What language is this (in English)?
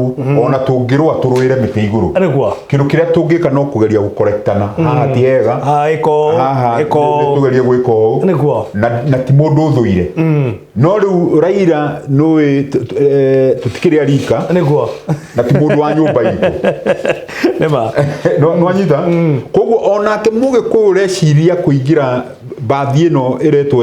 Kikuyu